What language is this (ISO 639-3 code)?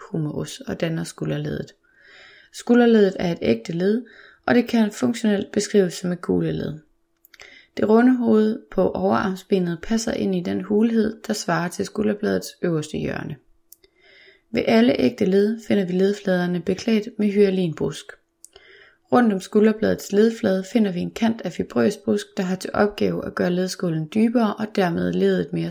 dan